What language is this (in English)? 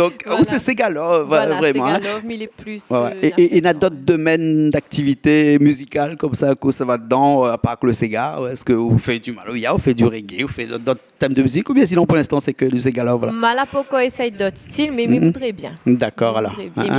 Réunion Creole French